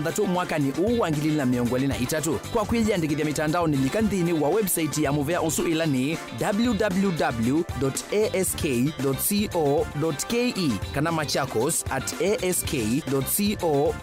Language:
Kamba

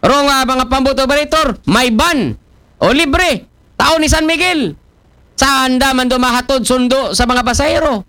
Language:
Aklanon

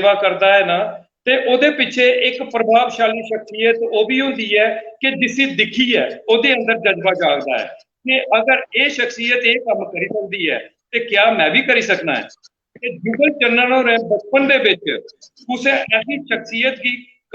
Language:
Dogri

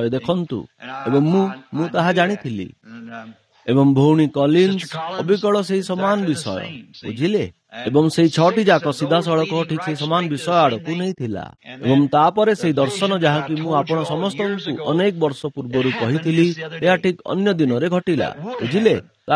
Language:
Odia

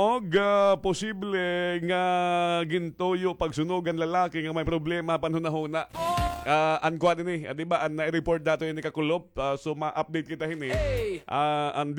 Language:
Waray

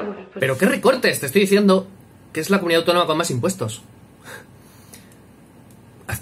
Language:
Spanish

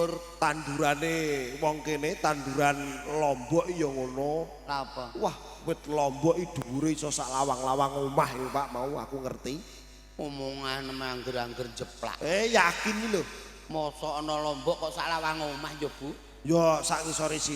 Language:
Javanese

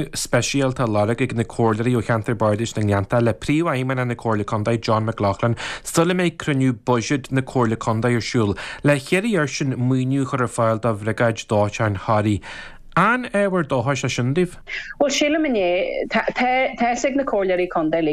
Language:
Irish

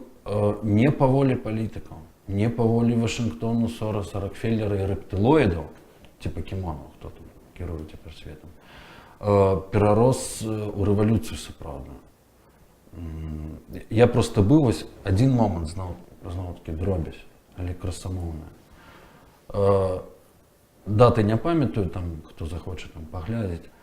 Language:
Belarusian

